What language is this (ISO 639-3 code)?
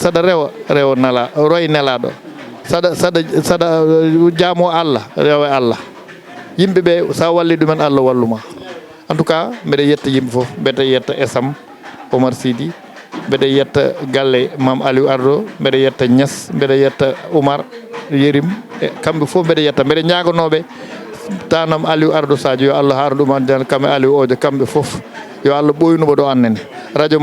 ful